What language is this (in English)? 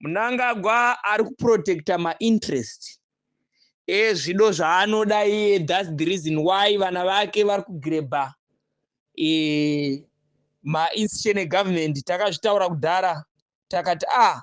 Shona